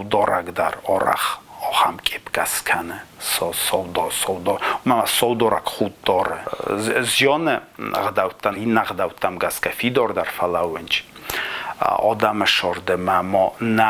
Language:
Ossetic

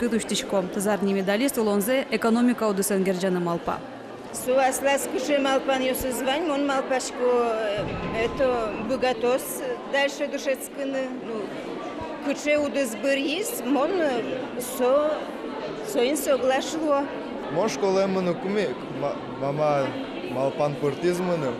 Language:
Udmurt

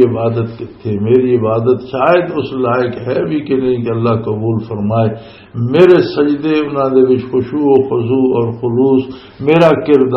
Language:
Western Panjabi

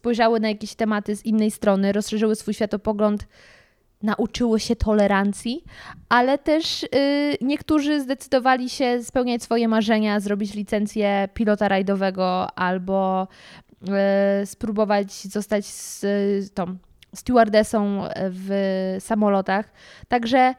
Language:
Polish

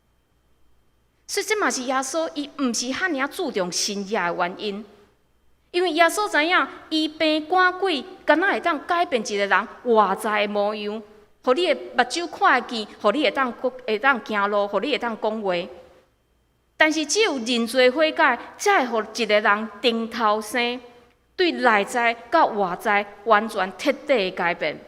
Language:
Min Nan Chinese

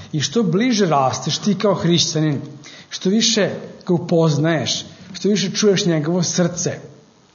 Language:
Serbian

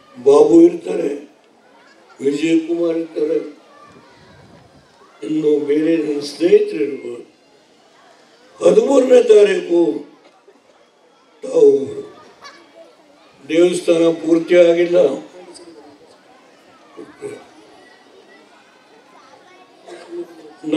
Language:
Kannada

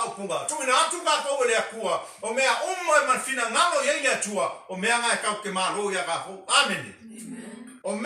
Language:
Samoan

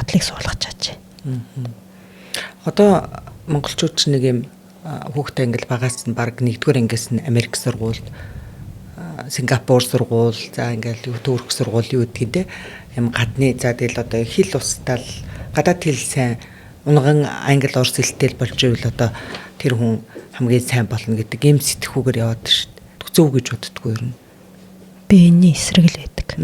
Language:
Mongolian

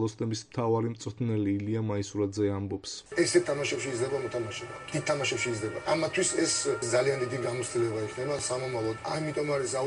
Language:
Georgian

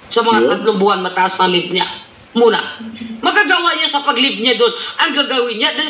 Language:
Filipino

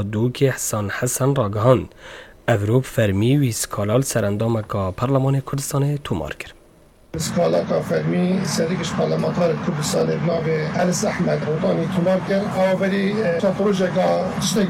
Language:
Kurdish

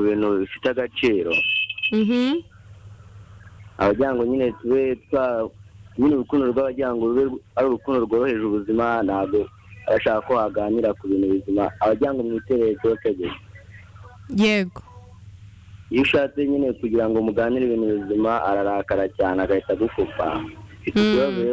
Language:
Kinyarwanda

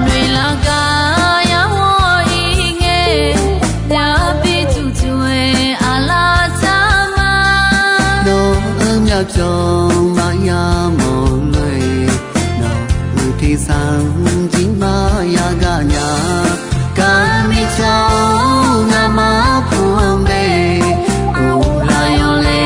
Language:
Akha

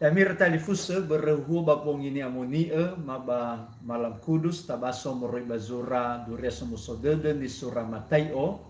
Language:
Nias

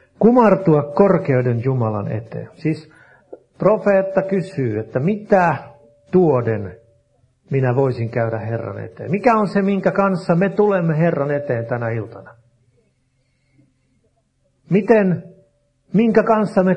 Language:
Finnish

